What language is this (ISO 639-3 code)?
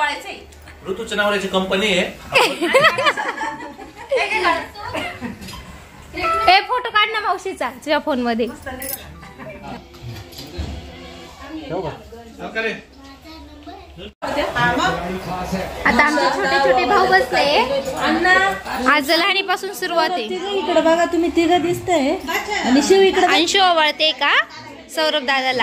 mar